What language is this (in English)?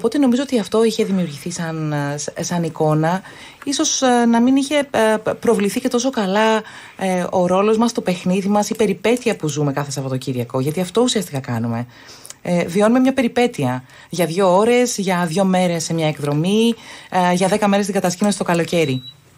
Greek